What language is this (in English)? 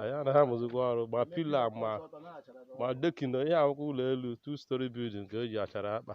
Igbo